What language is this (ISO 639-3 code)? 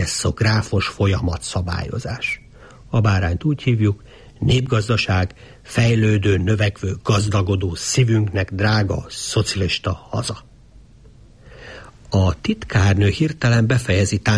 hun